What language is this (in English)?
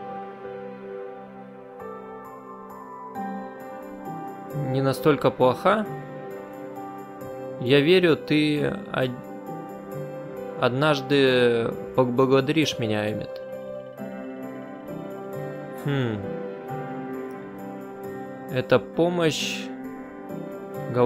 Russian